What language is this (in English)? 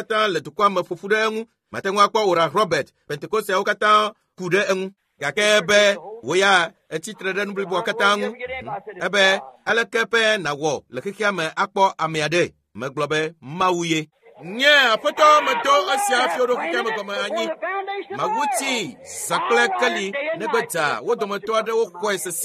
Ewe